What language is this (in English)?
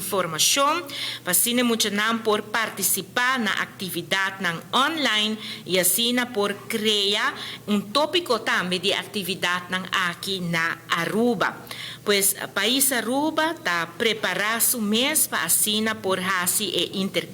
Papiamento